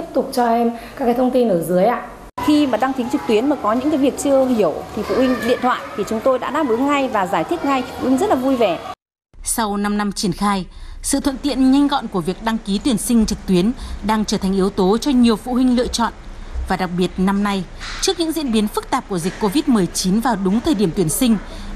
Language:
Vietnamese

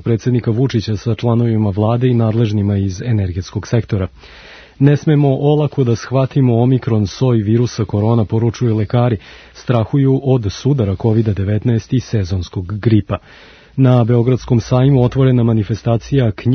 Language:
Serbian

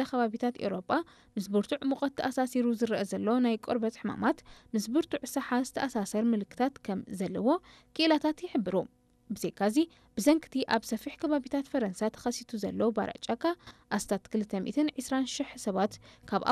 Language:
Tigrinya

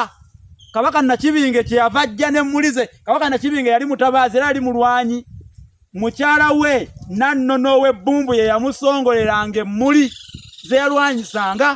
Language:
Ganda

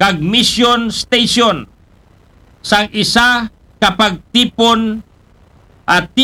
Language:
Aklanon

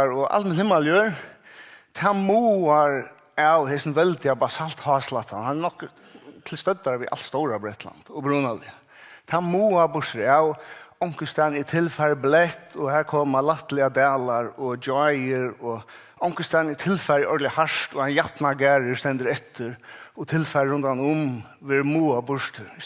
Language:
Faroese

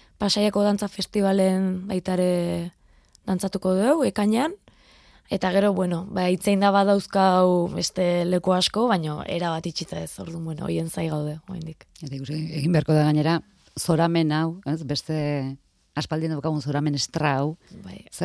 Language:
Basque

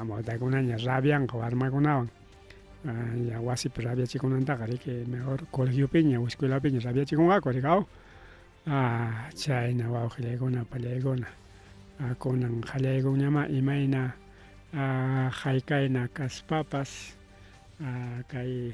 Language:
Ayacucho Quechua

